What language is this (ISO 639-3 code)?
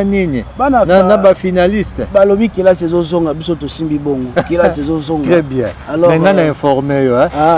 lin